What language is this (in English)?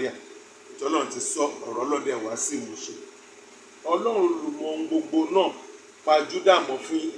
Yoruba